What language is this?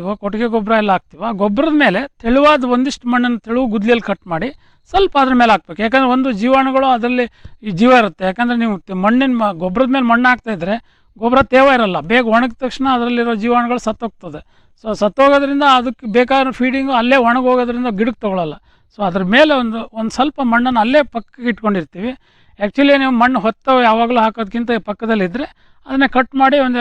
Kannada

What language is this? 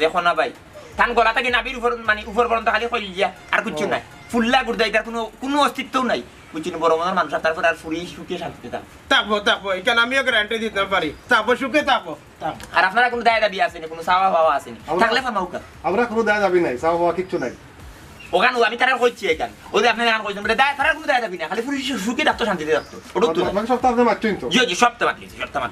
Sylheti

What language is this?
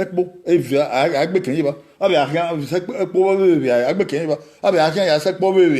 Bini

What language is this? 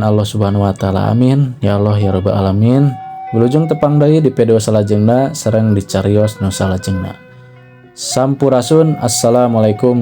Sundanese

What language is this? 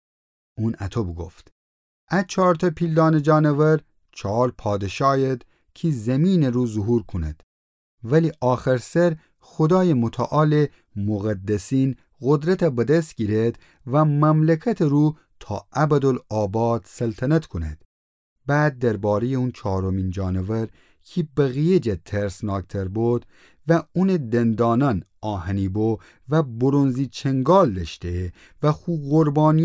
Gilaki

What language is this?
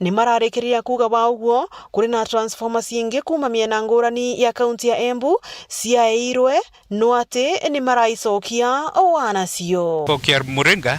Meru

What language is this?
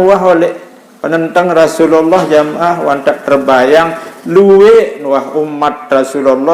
Sasak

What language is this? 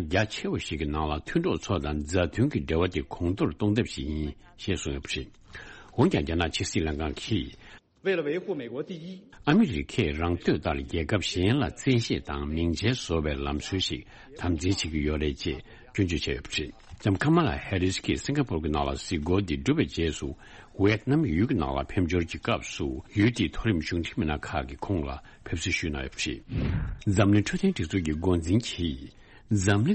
Tibetan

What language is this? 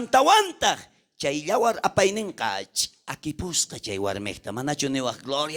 South Bolivian Quechua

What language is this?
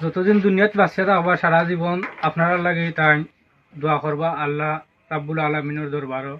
Sylheti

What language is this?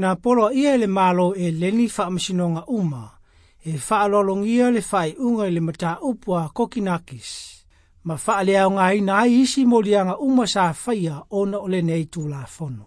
Samoan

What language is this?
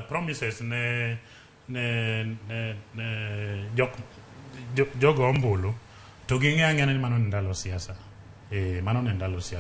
Luo (Kenya and Tanzania)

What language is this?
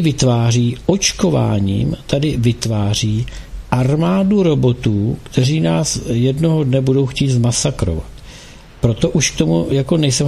Czech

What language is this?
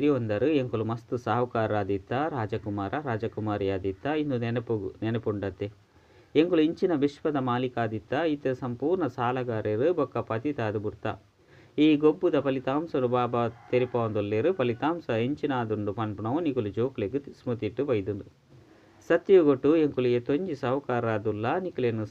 Tulu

